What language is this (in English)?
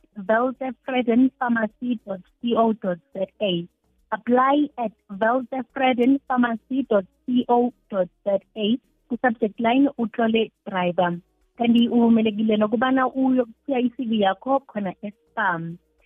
South Ndebele